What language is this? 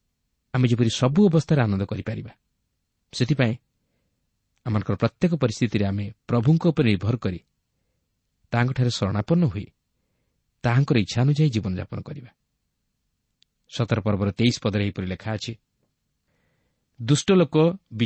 Odia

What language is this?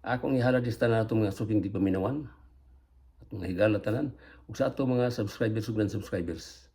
Cebuano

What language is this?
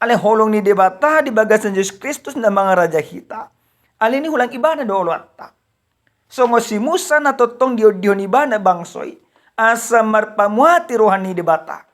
Batak Toba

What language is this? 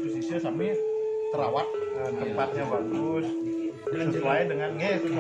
Balinese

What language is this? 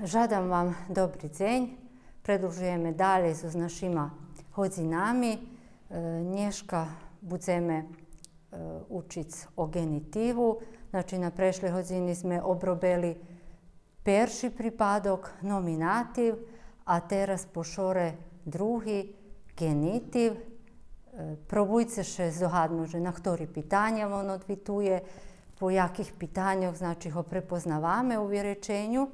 Rusyn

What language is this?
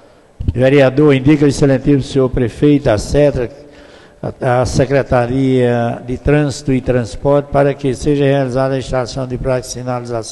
Portuguese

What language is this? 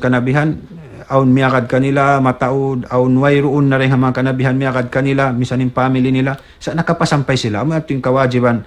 Tausug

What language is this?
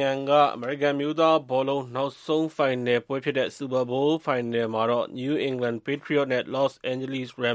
Burmese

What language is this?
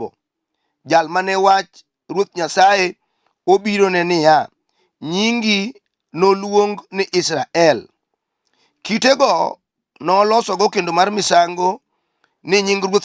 Luo (Kenya and Tanzania)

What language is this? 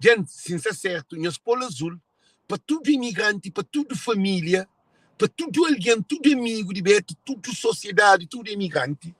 Kabuverdianu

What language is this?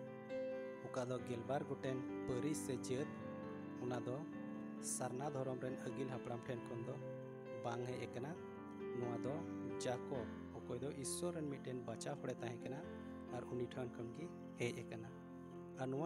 Santali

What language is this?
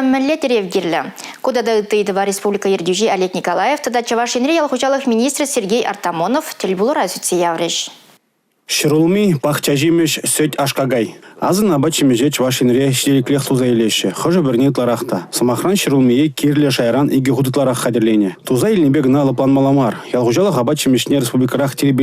Chuvash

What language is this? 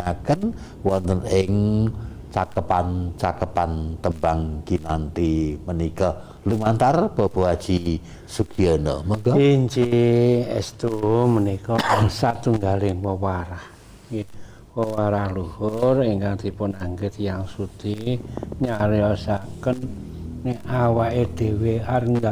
Javanese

